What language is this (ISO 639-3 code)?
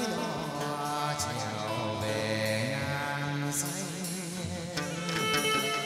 vie